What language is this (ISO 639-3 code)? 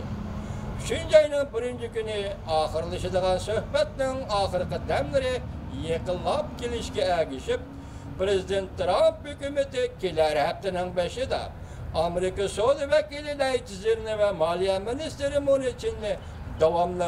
uig